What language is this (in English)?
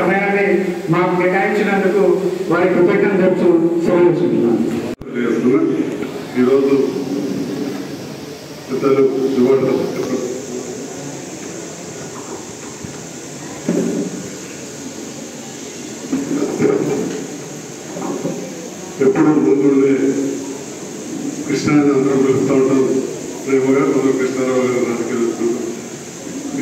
Telugu